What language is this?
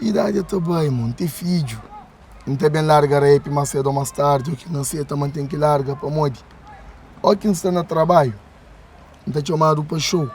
Kabuverdianu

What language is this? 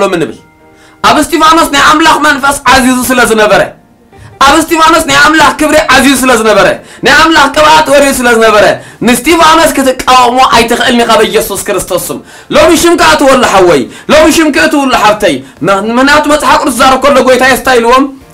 Tigrinya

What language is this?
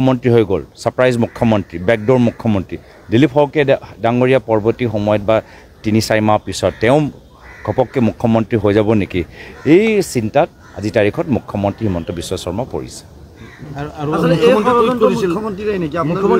Assamese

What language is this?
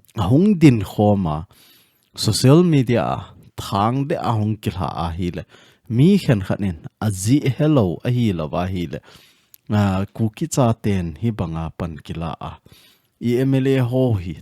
Thado Chin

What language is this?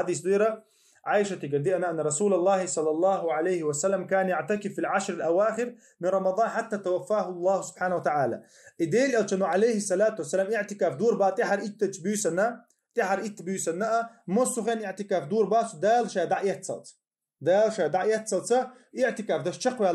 Chechen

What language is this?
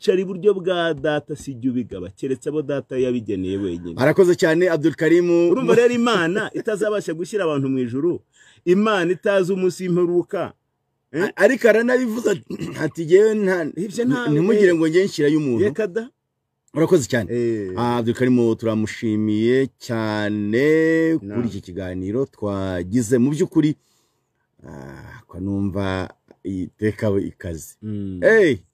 Kinyarwanda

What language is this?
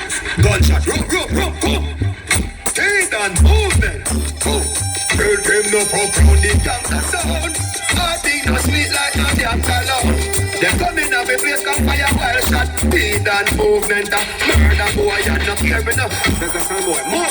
Jamaican Creole English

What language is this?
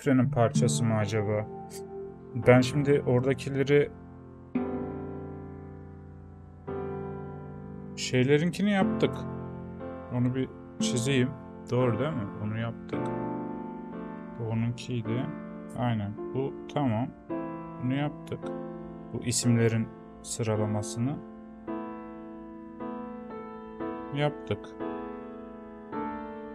Turkish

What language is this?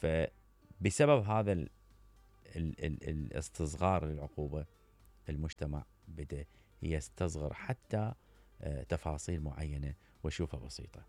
Mesopotamian Arabic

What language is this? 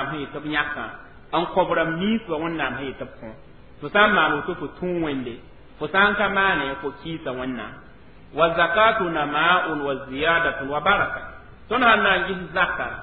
Mossi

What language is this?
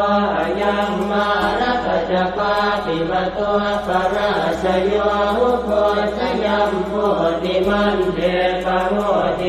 Pali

